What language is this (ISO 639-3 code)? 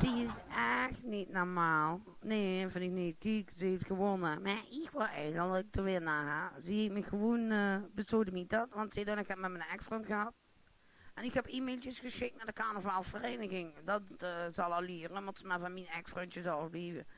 lim